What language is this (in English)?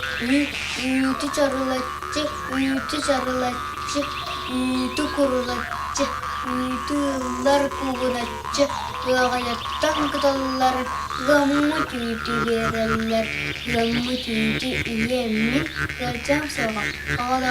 Yakut